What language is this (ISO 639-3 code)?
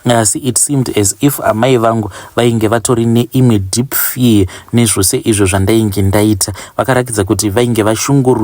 sna